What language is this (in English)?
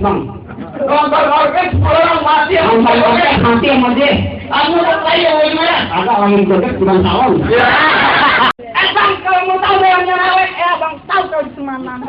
Betawi